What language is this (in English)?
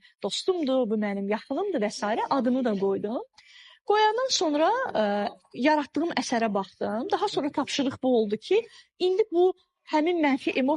Azerbaijani